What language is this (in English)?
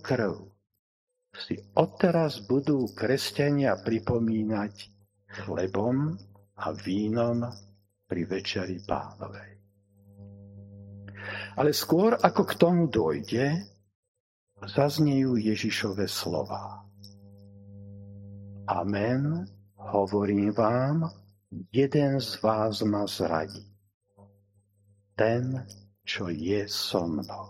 Slovak